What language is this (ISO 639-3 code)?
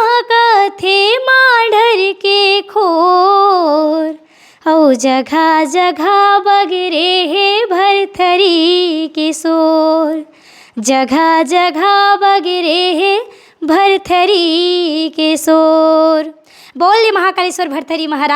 hne